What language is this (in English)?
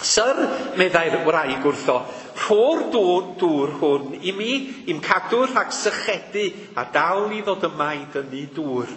Welsh